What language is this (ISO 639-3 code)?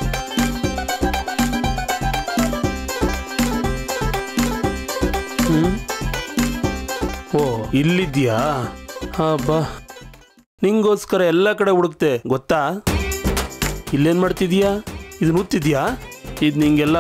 kan